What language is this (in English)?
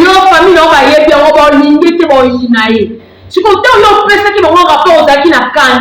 Lingala